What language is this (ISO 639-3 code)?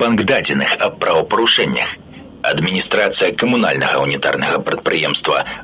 bel